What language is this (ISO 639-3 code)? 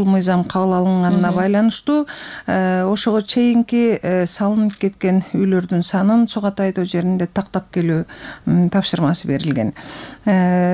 kir